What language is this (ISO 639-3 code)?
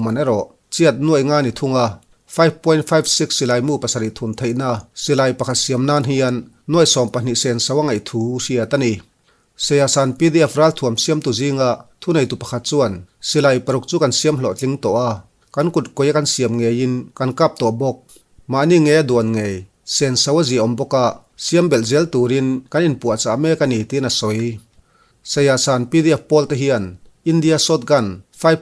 lus